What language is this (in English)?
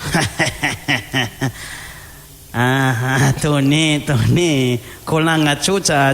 Malagasy